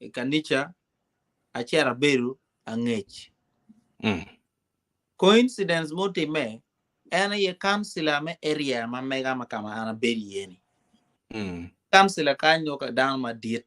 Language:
Acoli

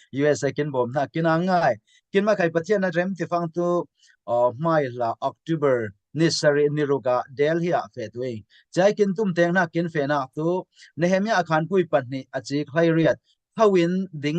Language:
Falam Chin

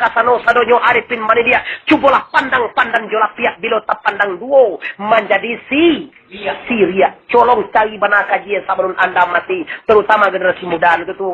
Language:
Minangkabau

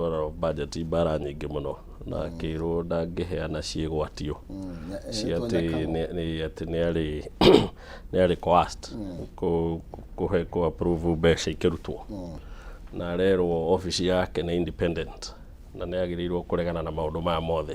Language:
Kikuyu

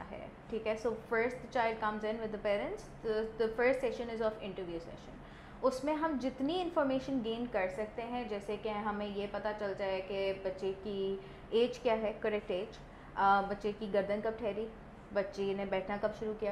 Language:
Urdu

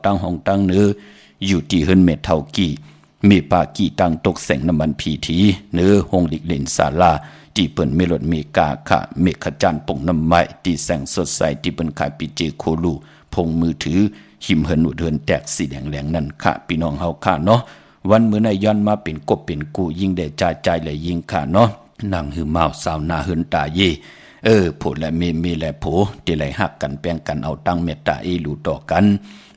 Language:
Shan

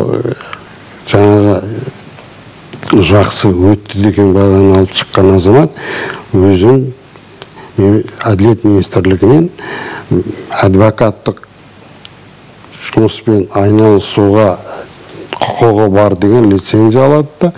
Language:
Kazakh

